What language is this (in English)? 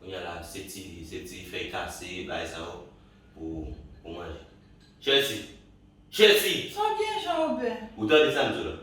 Haitian Creole